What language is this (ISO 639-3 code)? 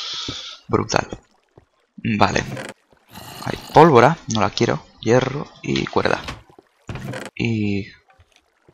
spa